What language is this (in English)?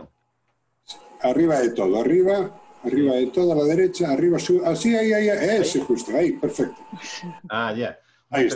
Spanish